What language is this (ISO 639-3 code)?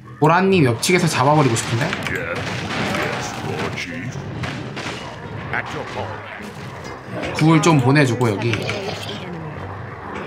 kor